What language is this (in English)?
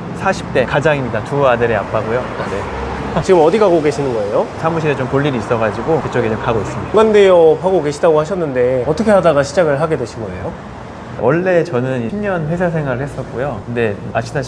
Korean